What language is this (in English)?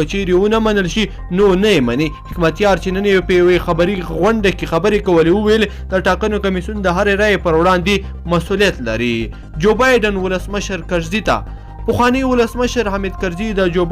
Pashto